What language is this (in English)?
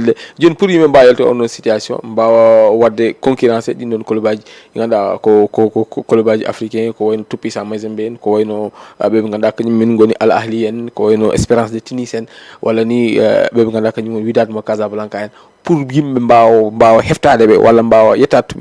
Fula